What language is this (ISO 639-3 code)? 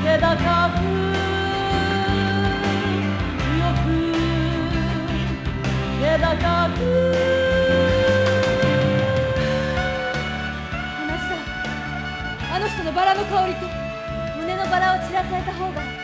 jpn